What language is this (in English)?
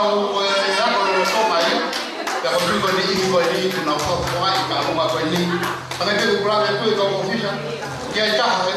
Tongan